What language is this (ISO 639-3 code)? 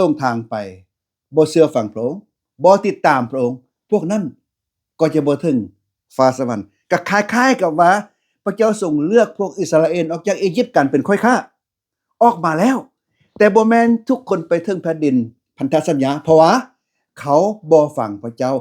lao